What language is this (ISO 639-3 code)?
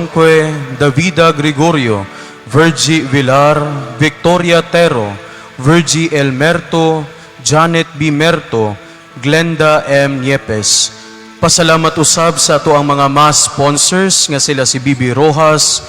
ceb